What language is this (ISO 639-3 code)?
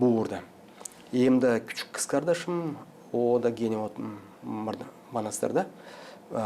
gag